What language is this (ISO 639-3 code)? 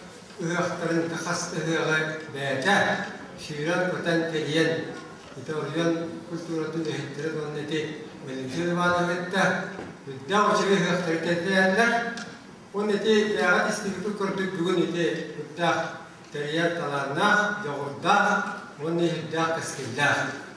sah